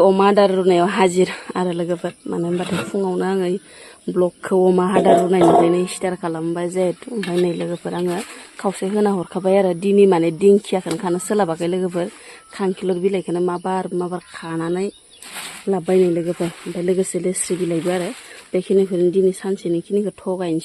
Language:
Bodo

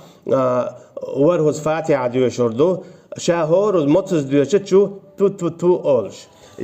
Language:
Chechen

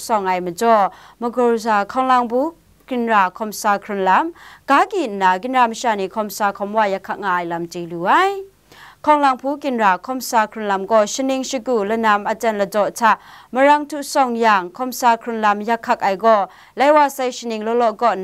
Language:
Kachin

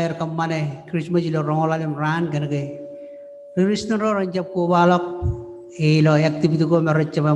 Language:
Marshallese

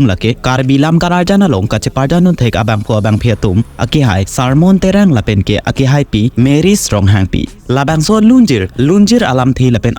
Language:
Karbi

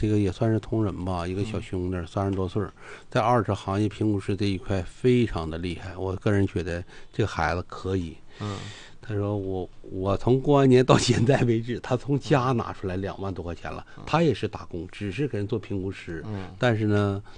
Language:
Chinese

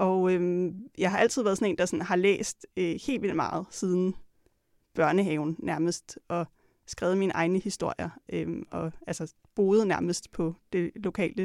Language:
Danish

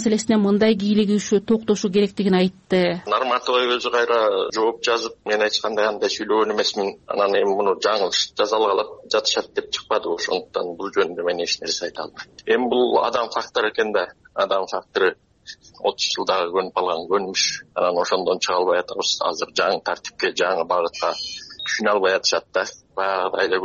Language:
Kyrgyz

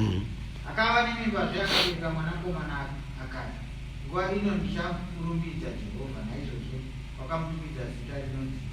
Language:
Shona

